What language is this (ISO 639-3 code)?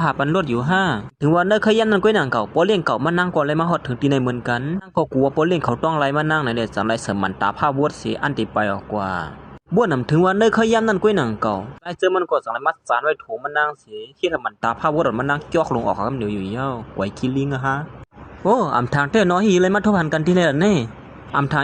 shn